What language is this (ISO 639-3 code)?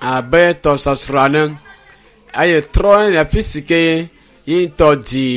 ewe